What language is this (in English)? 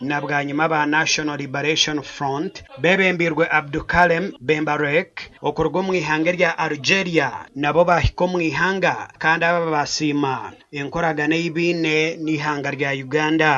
Nyankole